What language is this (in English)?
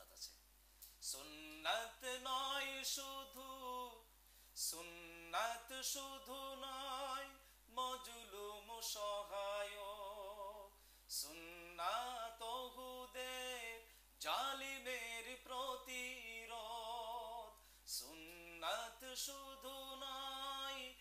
Bangla